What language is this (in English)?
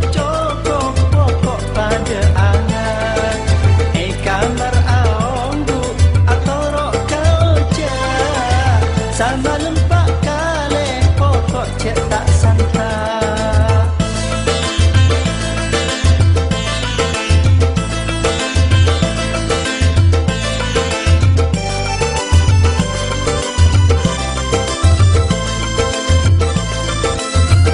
Madurese